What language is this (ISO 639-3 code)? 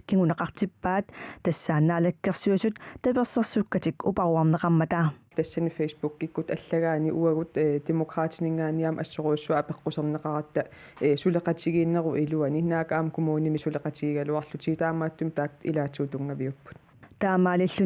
kal